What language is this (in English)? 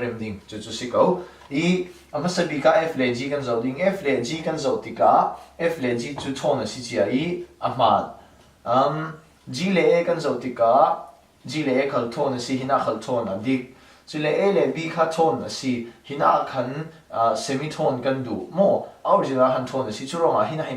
Falam Chin